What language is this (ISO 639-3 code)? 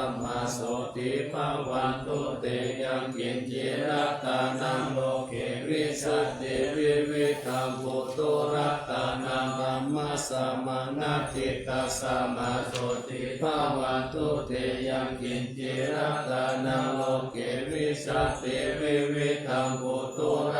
pli